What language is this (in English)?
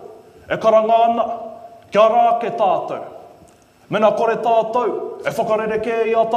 Māori